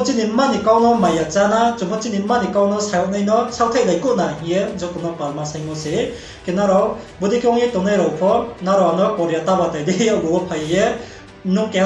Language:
Riang (India)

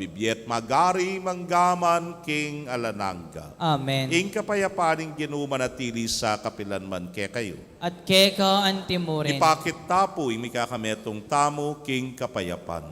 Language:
Pampanga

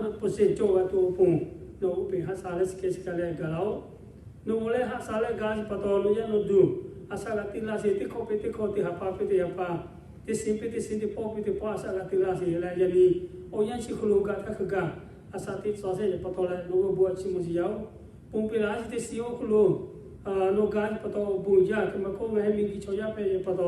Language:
Lahu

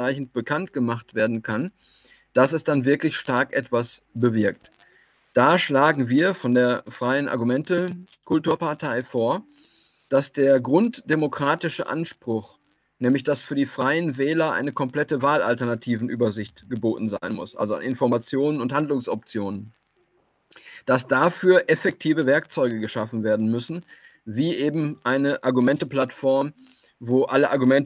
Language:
German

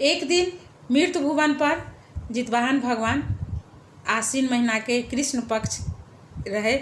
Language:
Maithili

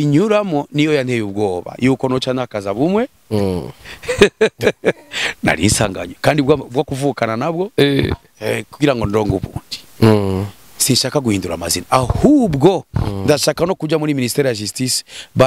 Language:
Rundi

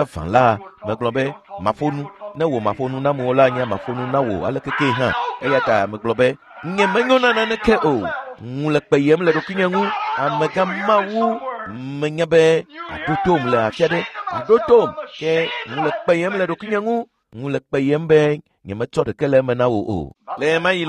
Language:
Ewe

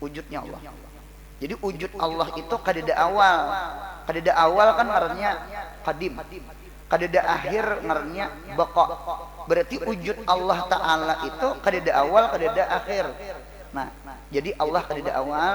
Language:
Banjar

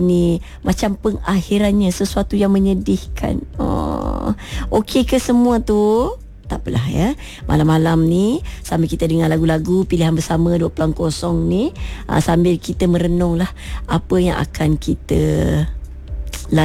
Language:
Malay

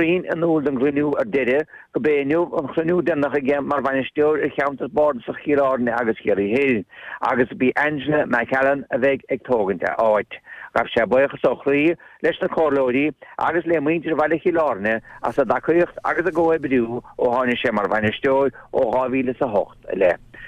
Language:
Irish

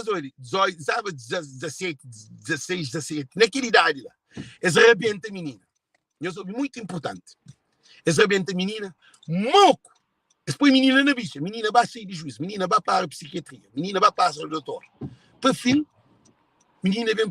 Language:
Kabuverdianu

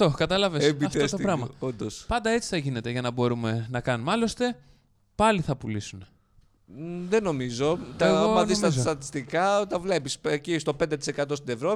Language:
Greek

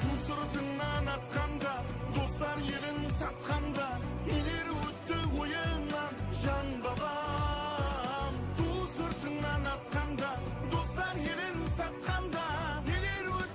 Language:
Kara-Kalpak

